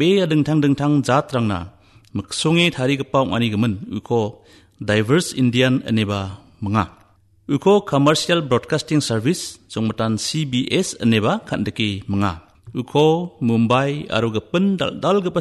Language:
Garo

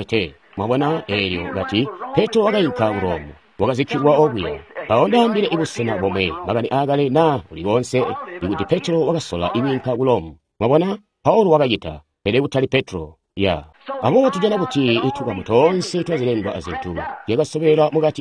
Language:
Tonga (Zambia)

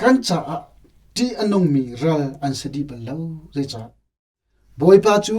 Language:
Hakha Chin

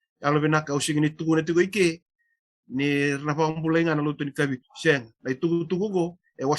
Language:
Fijian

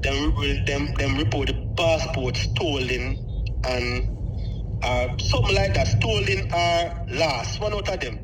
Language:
Jamaican Creole English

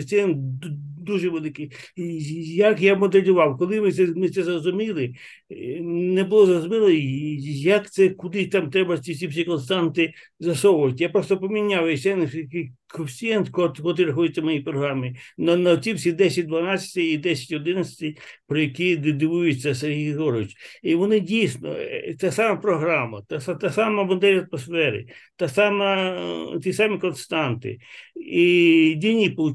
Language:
Ukrainian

